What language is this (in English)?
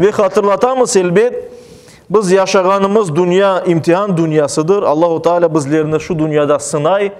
Crimean Tatar